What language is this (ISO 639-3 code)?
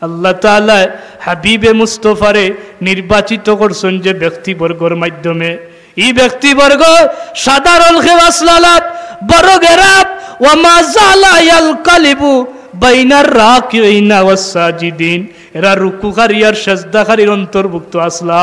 syl